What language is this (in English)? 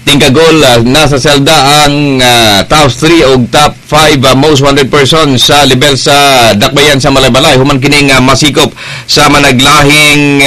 Cebuano